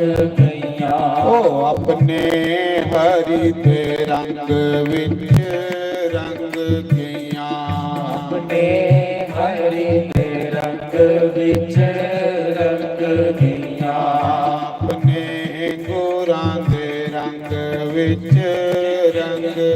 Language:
Dogri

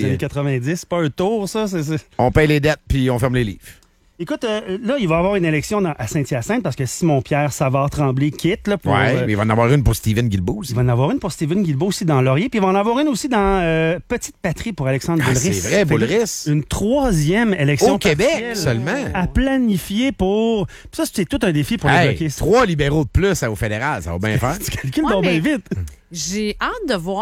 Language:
French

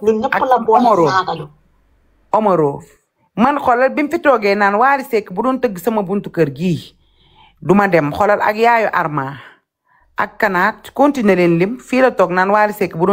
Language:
Wolof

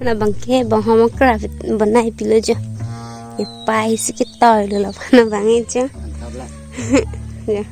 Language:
Karbi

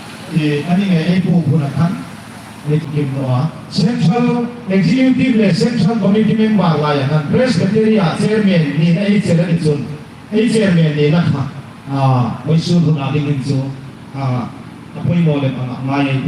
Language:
Hmar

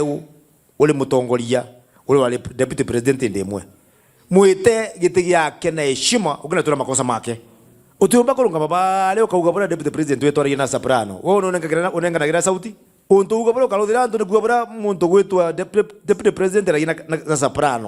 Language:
Meru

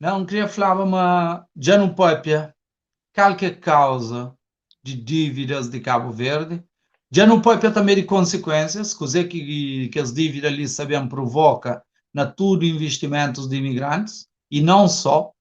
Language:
Kabuverdianu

